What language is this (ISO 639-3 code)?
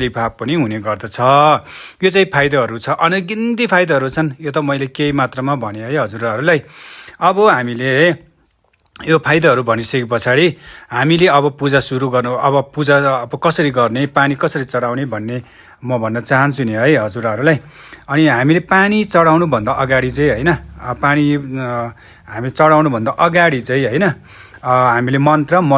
nep